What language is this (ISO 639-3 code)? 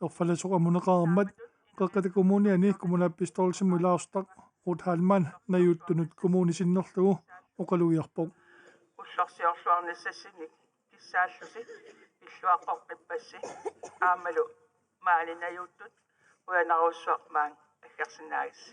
kal